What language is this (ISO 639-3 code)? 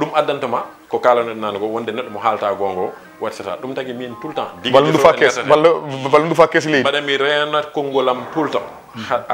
ful